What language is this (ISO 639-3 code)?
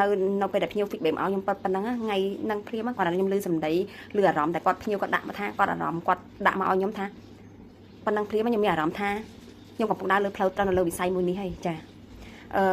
khm